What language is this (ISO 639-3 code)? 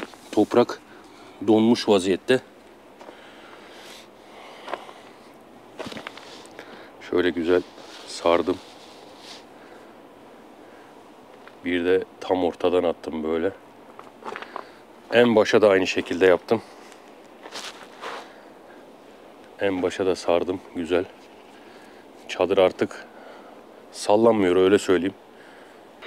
tur